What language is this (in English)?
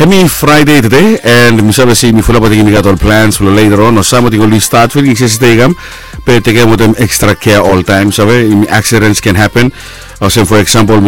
Bislama